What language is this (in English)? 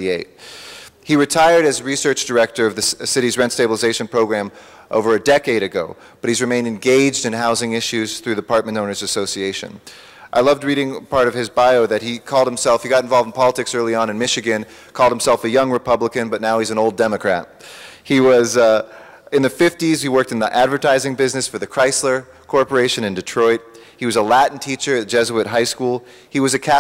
English